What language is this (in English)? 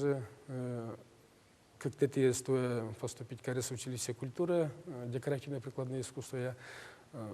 Udmurt